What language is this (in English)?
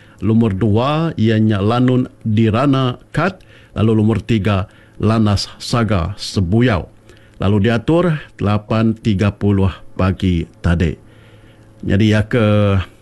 Iban